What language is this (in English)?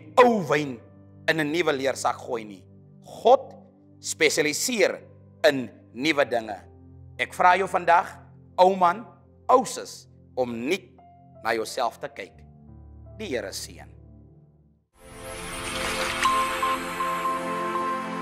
Afrikaans